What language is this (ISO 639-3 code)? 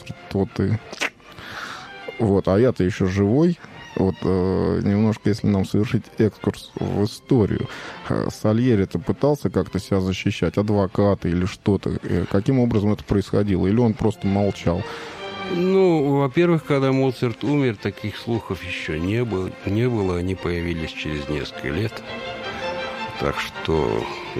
rus